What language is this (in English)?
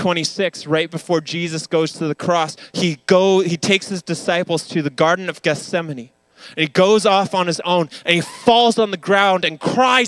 English